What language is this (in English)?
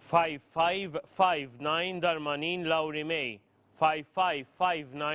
English